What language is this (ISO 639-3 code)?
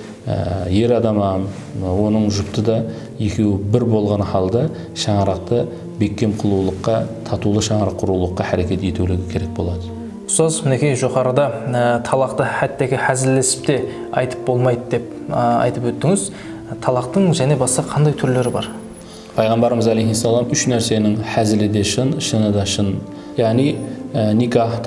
kaa